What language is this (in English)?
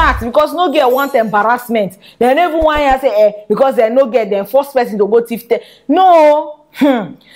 Nigerian Pidgin